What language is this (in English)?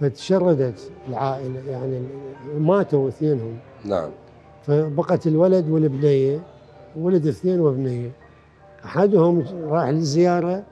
Mesopotamian Arabic